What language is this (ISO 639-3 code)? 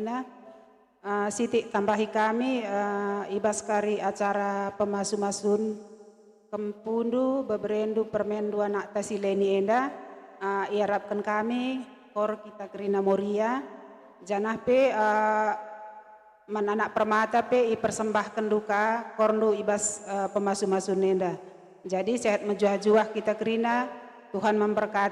btx